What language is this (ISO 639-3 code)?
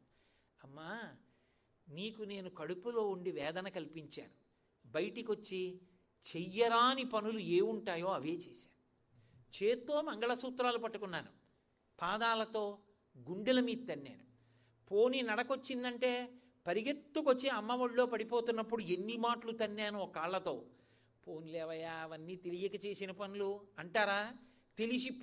tel